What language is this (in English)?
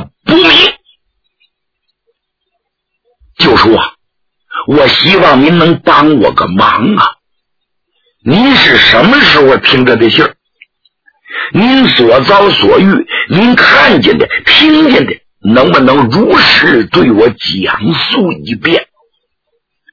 Chinese